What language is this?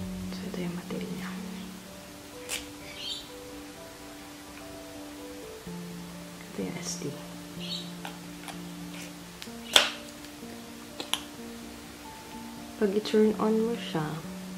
Filipino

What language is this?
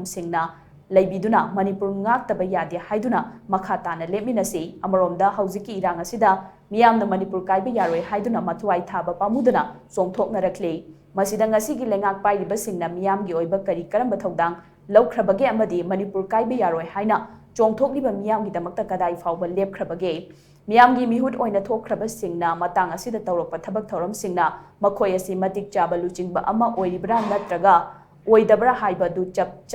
Manipuri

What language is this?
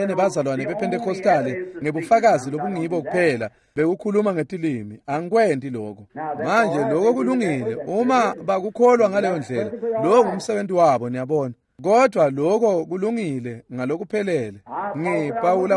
Swati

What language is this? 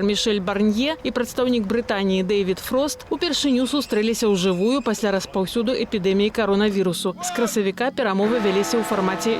Belarusian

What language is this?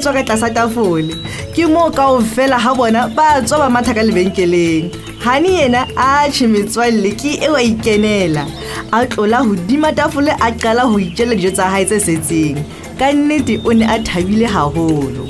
Southern Sotho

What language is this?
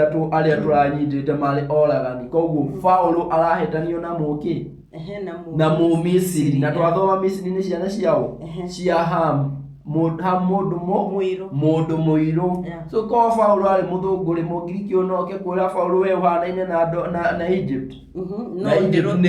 Kikuyu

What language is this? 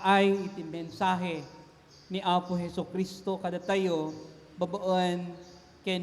Iloko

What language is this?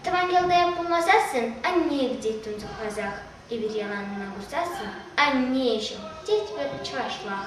Chuvash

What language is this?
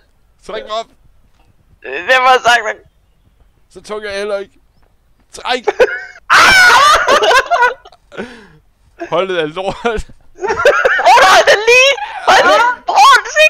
Danish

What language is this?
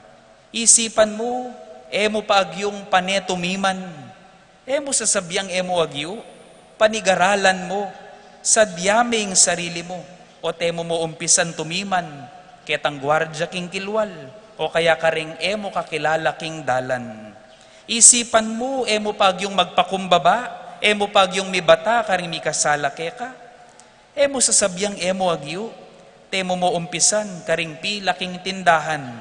Pampanga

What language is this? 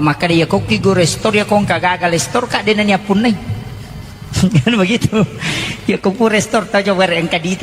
Buginese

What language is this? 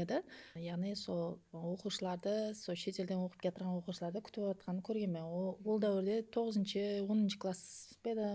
Kara-Kalpak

